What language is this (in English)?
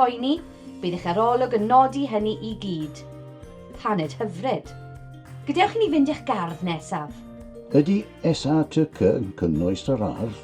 Welsh